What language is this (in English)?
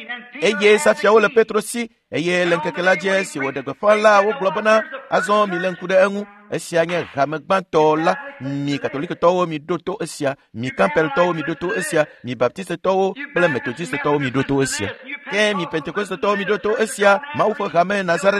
Ewe